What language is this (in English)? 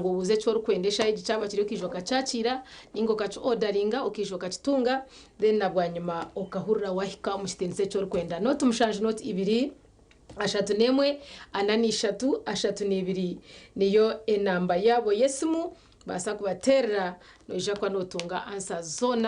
Nyankole